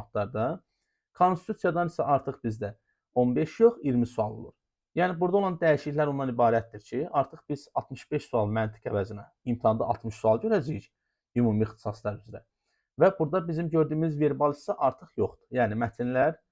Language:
Azerbaijani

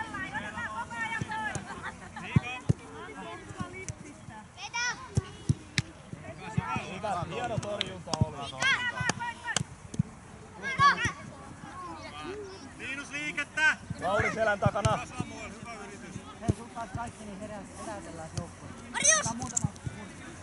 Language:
Finnish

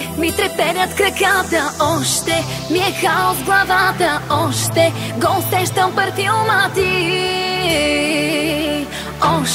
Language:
Bulgarian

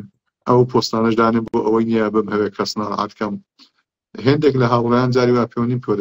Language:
Central Kurdish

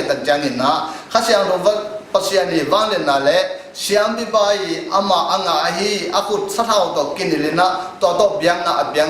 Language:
Tedim Chin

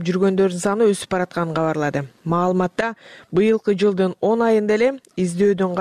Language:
Kyrgyz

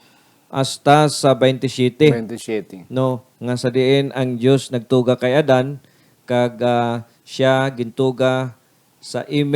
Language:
Hiligaynon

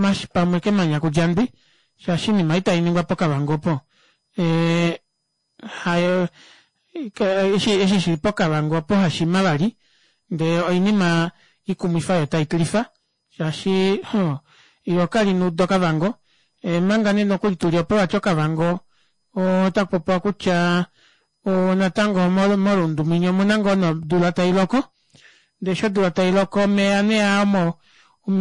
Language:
Kuanyama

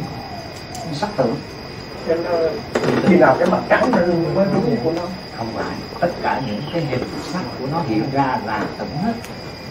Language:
Vietnamese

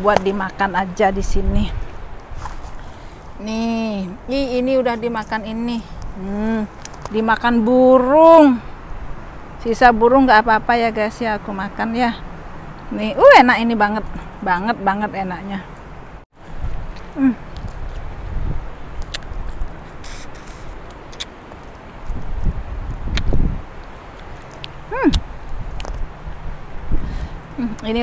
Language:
Indonesian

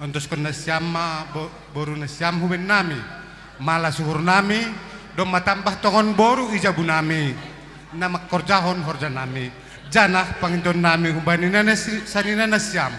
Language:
Batak Simalungun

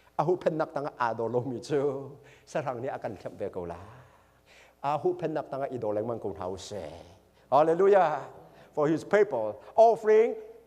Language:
Hakha Chin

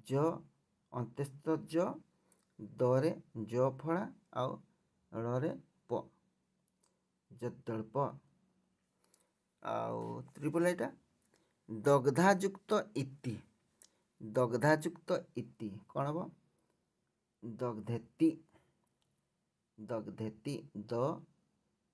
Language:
Odia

